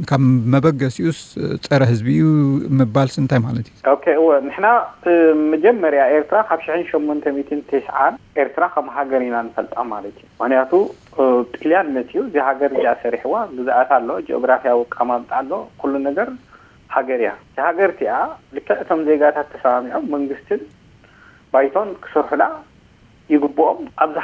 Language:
Tigrinya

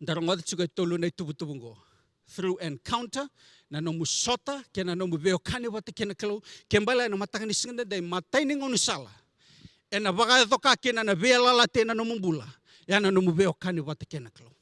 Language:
Fijian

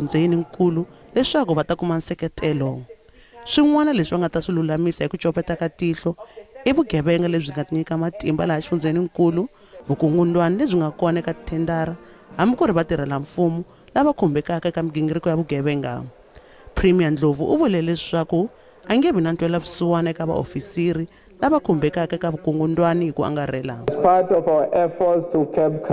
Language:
Tsonga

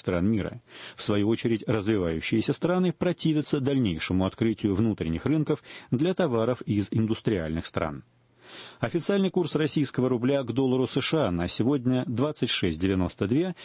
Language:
Russian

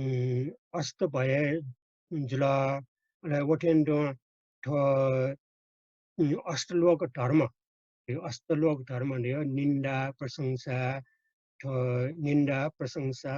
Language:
Newari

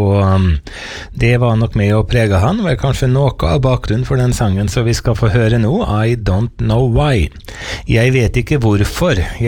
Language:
Norwegian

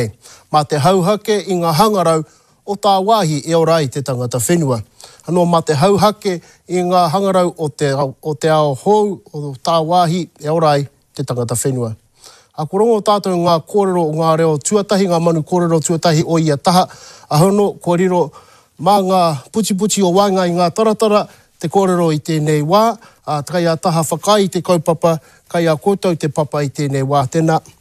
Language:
Māori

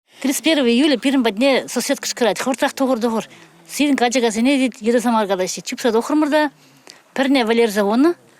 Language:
Chuvash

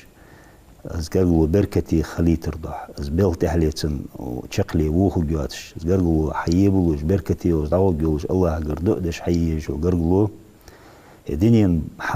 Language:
Ingush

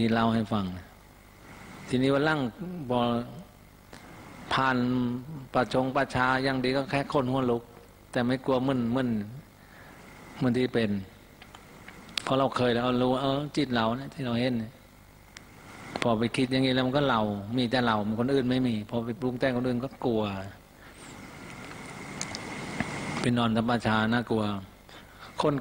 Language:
Thai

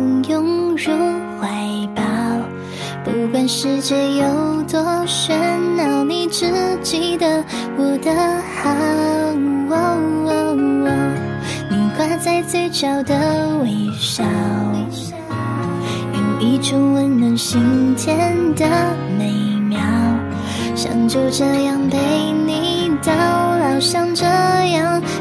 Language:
Chinese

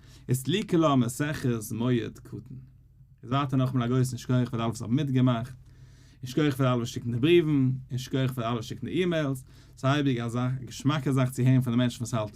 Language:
Yiddish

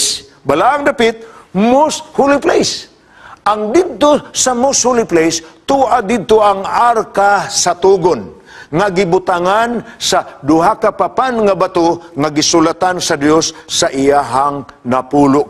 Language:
Cebuano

